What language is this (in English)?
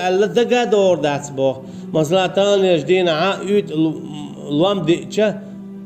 Chechen